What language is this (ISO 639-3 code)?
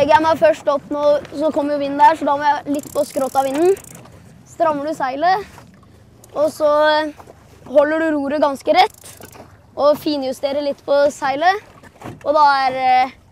nor